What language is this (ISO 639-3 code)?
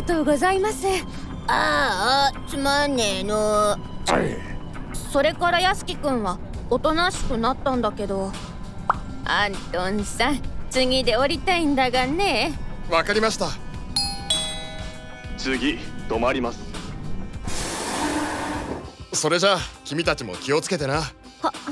jpn